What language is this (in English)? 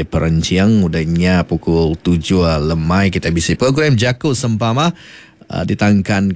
Iban